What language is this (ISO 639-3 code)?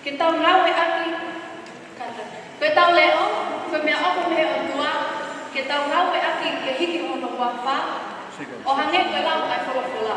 ton